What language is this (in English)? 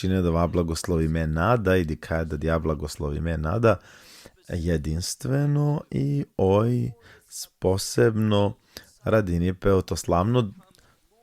Balkan Romani